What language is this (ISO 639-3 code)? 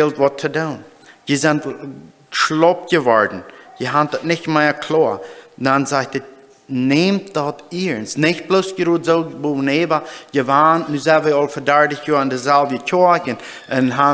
pdt